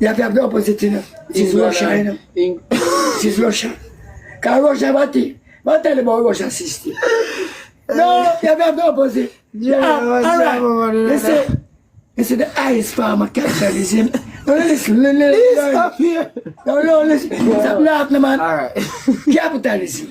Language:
Jamaican Creole English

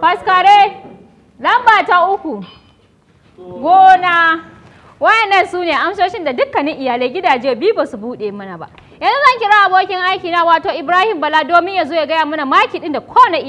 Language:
Hausa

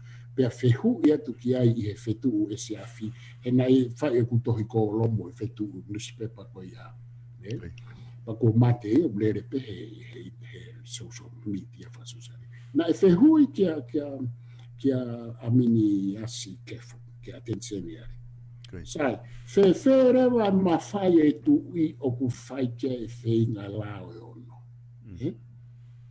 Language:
Tongan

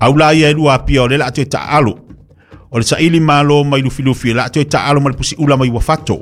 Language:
Samoan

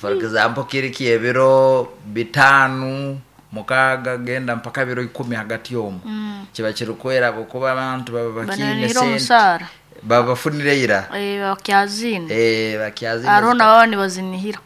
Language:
Nyoro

